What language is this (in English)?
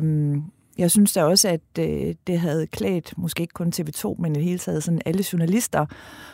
Danish